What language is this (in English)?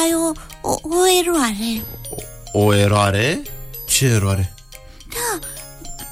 Romanian